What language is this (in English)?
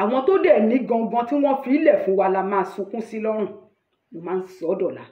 Yoruba